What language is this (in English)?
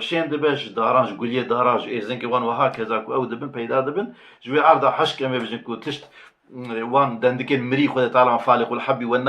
Kurdish